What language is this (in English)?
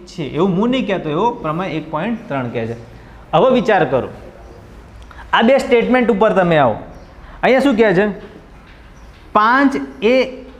Gujarati